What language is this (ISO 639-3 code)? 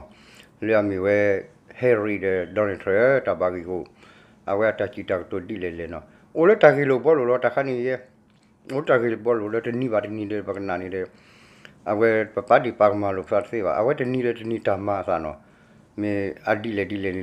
ksw